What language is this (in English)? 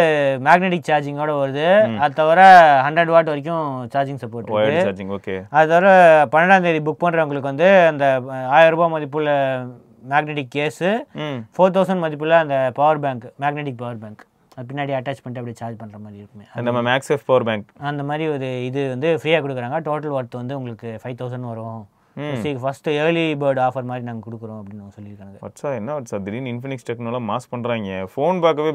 Tamil